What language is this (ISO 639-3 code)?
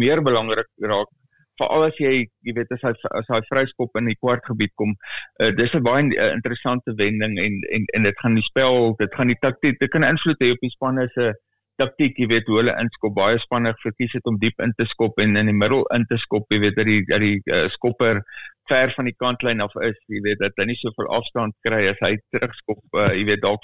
afr